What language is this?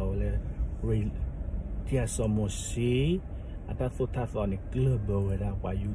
S'gaw Karen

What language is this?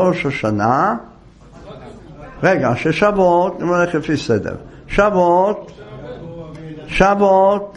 Hebrew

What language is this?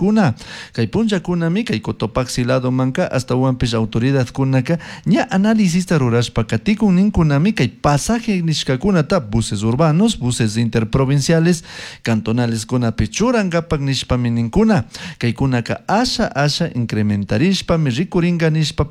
Chimborazo Highland Quichua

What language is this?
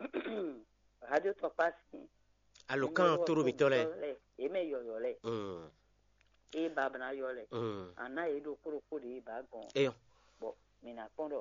Fon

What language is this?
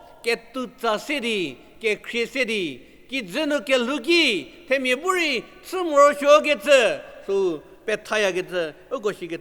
Angami Naga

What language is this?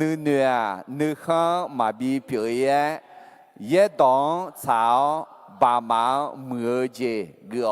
Akha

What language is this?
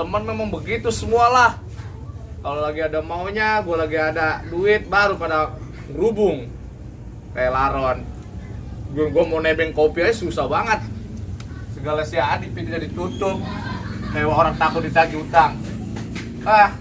Betawi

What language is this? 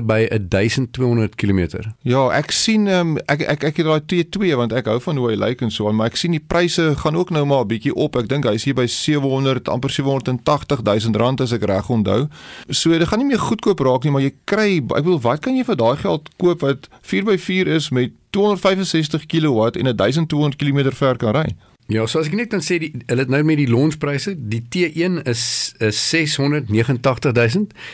Afrikaans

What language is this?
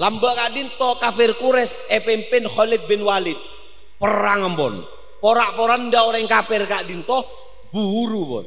Madurese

